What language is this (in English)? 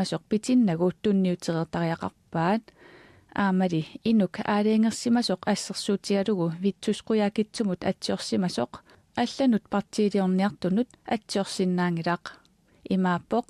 Kalaallisut